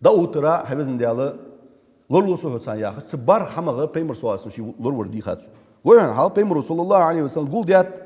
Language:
Ingush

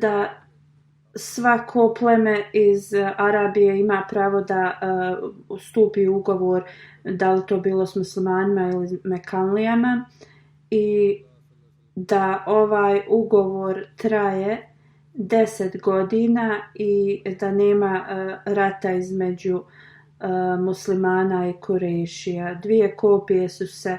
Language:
Bosnian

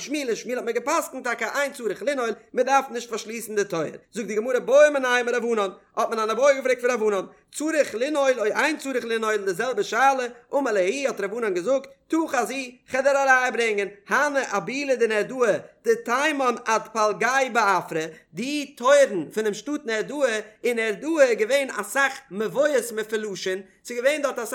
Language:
Yiddish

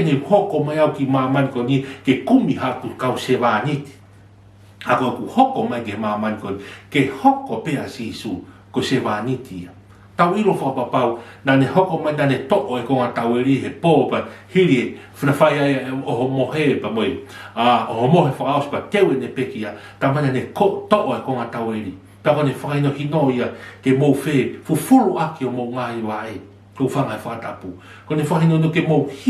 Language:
Tongan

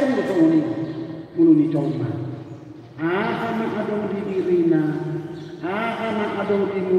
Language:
Batak Toba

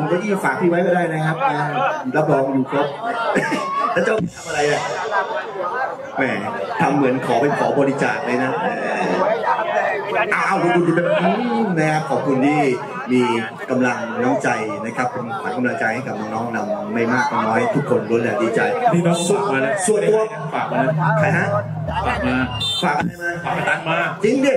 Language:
Thai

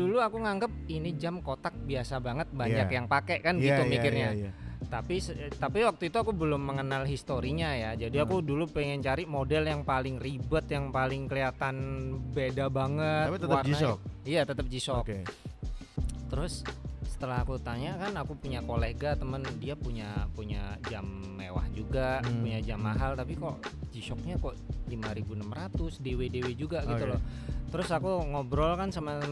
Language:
Indonesian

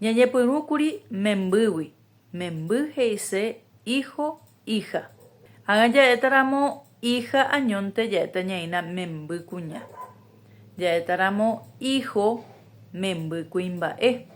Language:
Guarani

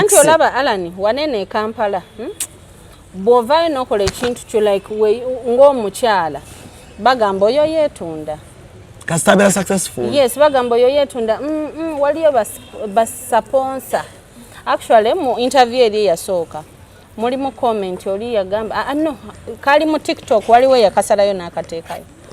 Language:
Ganda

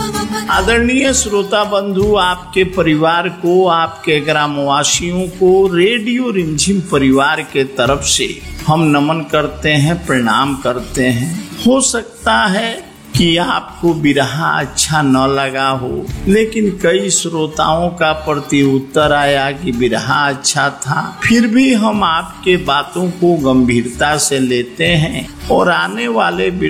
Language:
Hindi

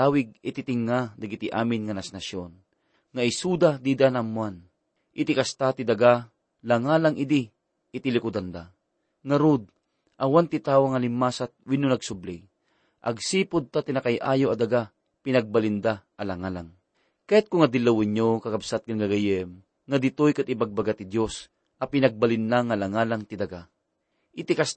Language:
Iloko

